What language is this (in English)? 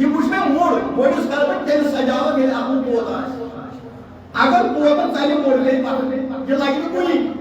Kashmiri